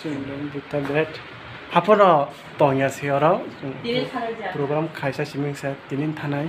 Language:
Kok Borok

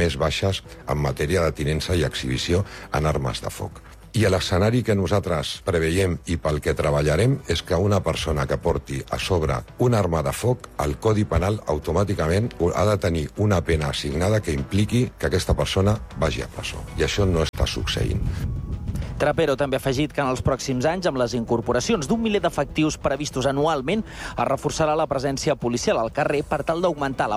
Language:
Catalan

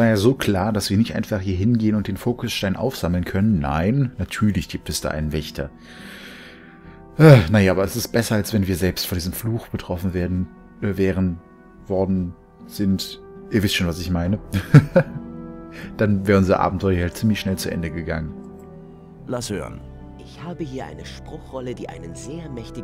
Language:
German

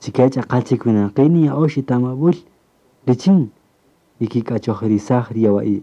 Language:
Kaqchikel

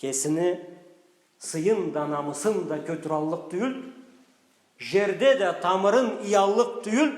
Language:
Karachay-Balkar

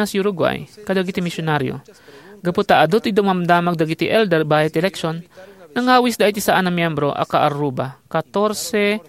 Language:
Iloko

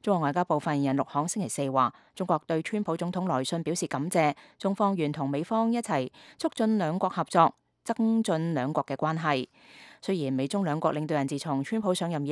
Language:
Cantonese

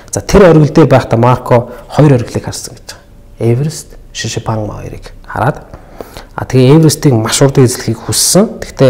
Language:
Mongolian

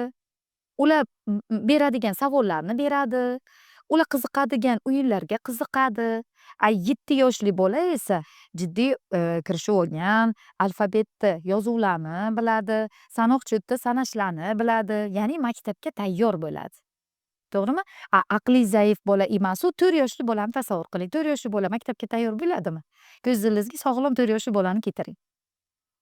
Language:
Uzbek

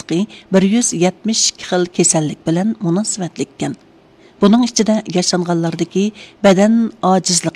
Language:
Uyghur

